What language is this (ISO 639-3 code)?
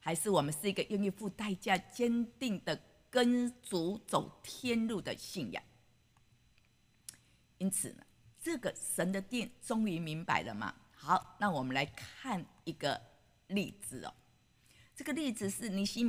zho